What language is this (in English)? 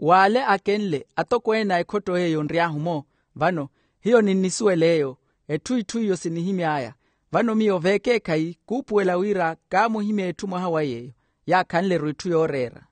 Makhuwa